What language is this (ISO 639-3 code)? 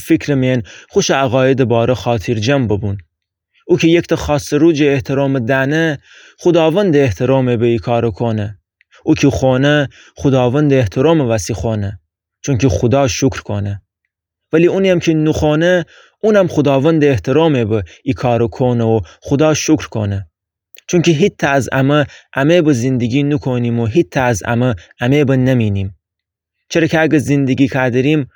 glk